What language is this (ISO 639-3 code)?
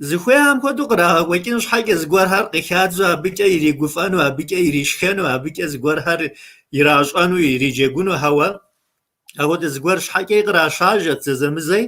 kbd